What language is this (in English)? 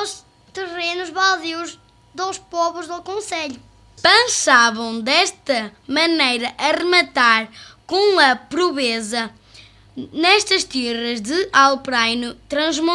Mirandese